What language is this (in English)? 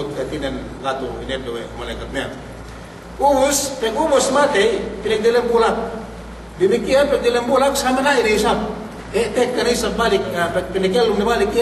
Yakan